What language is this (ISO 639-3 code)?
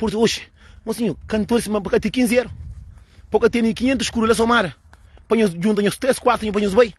kea